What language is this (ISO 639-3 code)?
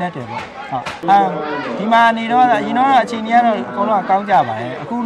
mya